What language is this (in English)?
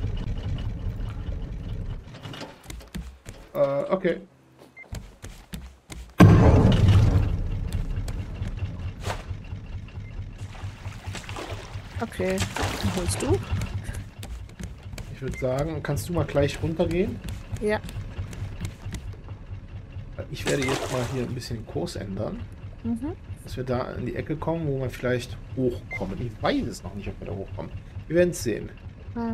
German